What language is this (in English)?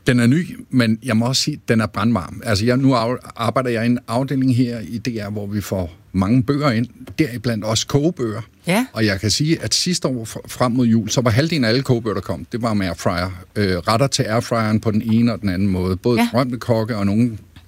Danish